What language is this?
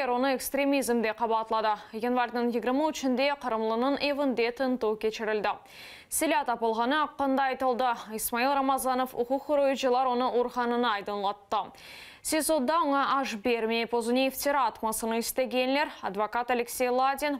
Crimean Tatar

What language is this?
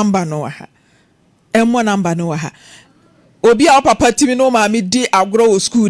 Akan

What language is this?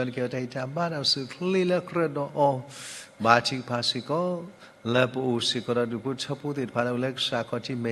S'gaw Karen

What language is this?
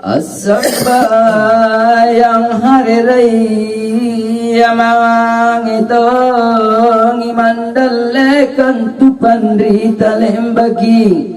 Makasar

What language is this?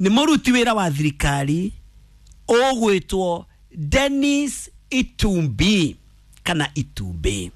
Kikuyu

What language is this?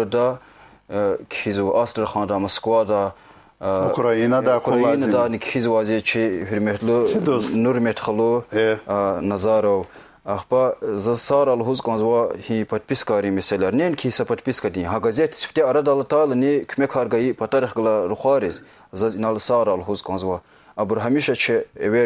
Lezghian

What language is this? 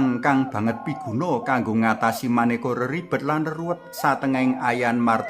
Javanese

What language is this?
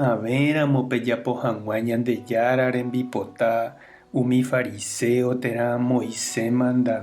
Guarani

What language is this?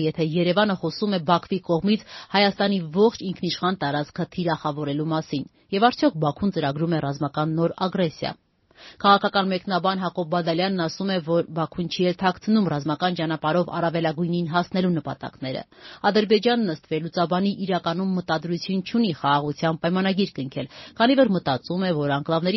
Armenian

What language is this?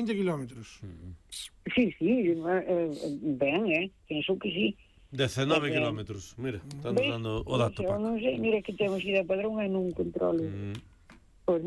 Galician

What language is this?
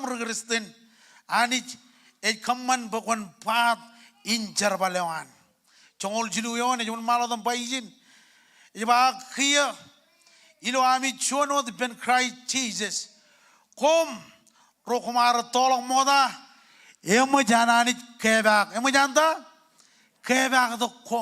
Marshallese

